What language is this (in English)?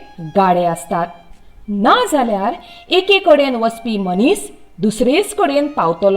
Konkani